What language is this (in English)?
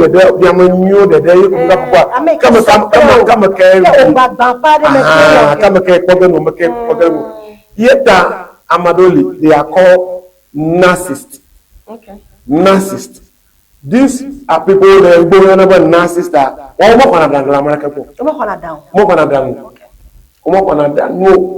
Ewe